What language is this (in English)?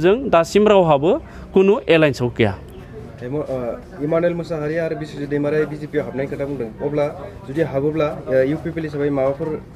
Bodo